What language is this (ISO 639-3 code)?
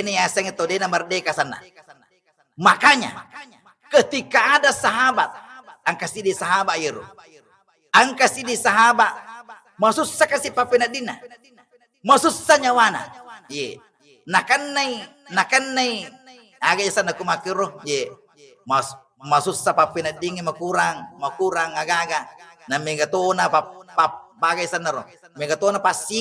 bug